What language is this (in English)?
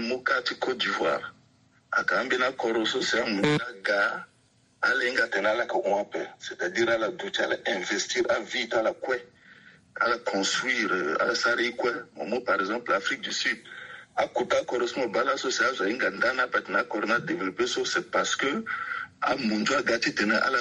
Sango